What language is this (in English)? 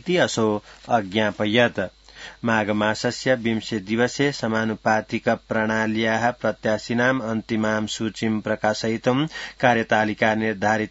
Sanskrit